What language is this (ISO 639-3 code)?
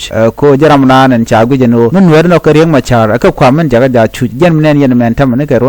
nus